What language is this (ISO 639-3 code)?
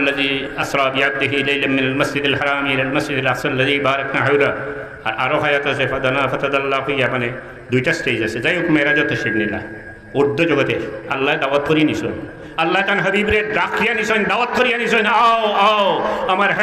syl